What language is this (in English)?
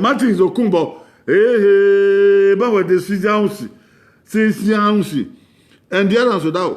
Bini